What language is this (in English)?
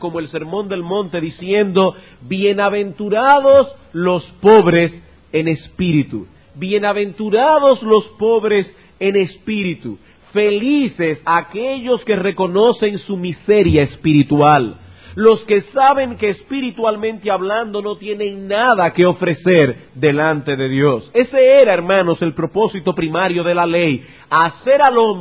Spanish